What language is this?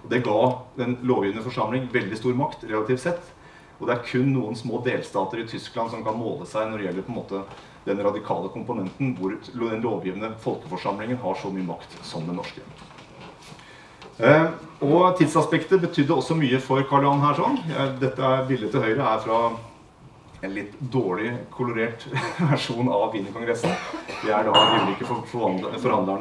Norwegian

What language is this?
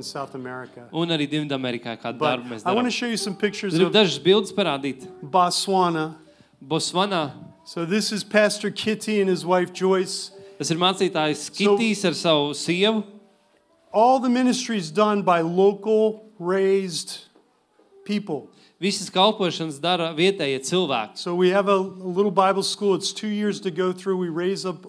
Latvian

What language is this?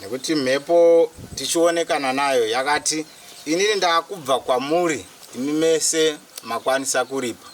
Shona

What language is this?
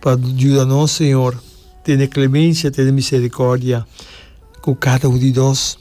Papiamento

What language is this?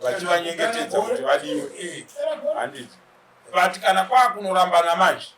Shona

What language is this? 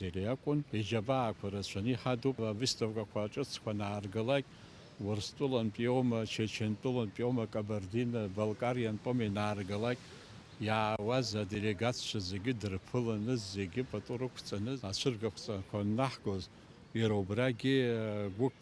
Abkhazian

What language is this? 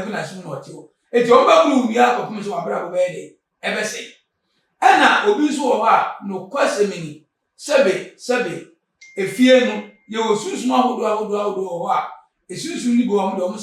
Akan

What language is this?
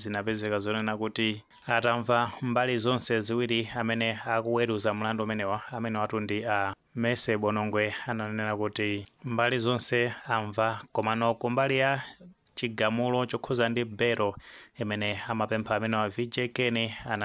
Nyanja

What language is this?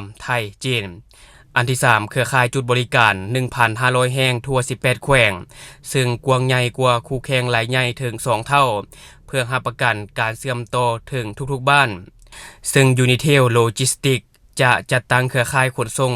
Lao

